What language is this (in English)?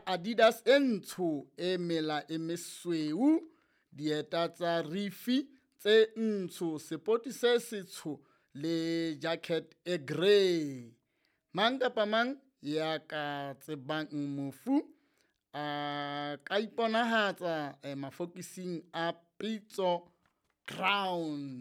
Southern Sotho